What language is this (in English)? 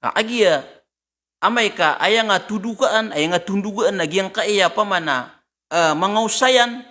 Maranao